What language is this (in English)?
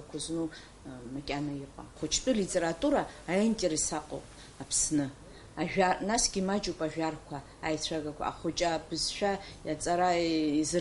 Abkhazian